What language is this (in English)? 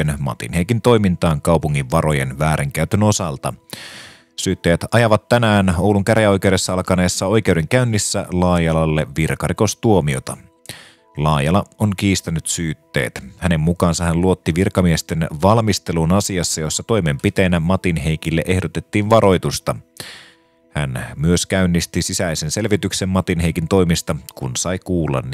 Finnish